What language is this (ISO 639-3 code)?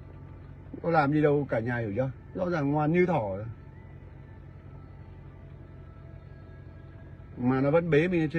vie